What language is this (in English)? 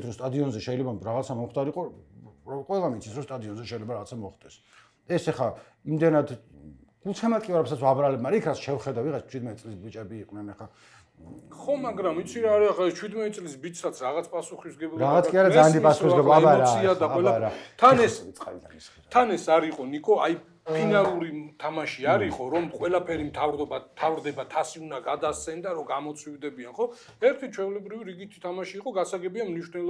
Georgian